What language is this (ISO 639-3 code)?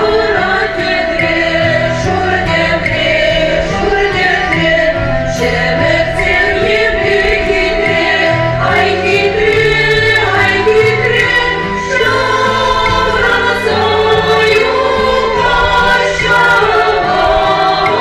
chv